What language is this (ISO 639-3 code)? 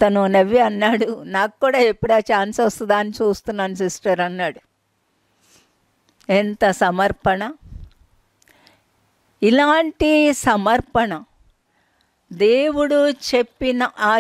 tel